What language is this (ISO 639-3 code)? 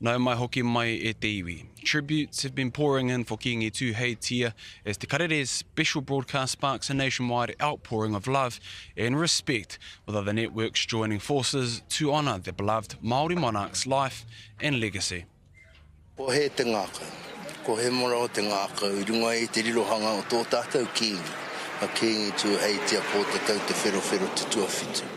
mri